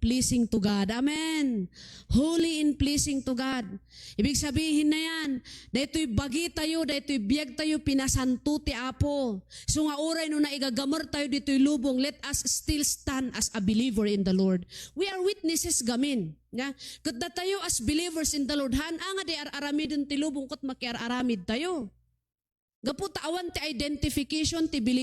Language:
Iloko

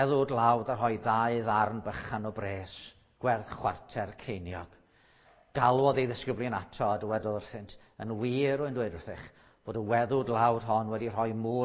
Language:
Welsh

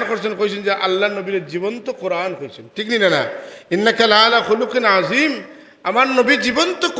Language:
Sylheti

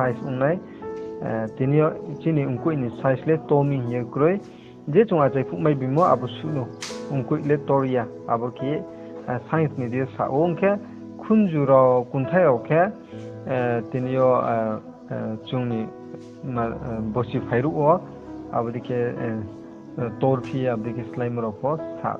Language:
Riang (India)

